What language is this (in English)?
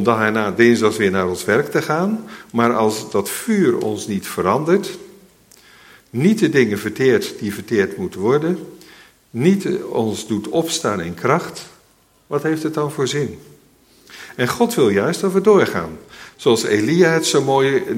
Dutch